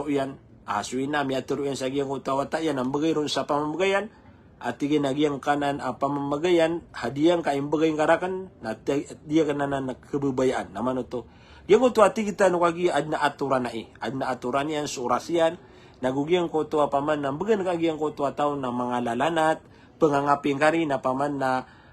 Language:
Maranao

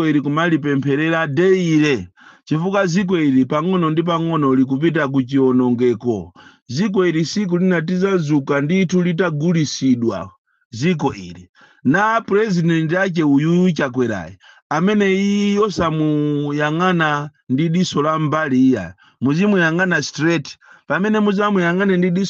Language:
Nyanja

